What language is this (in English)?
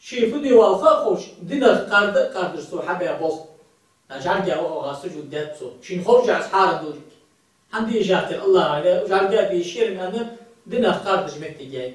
Ingush